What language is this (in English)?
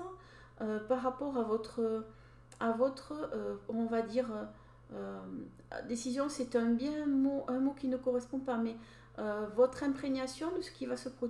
French